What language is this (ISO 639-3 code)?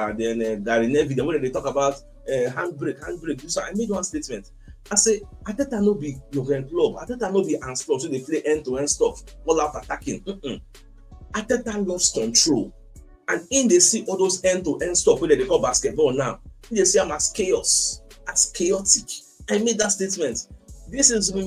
pcm